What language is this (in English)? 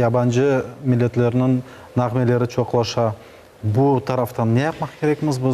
Crimean Tatar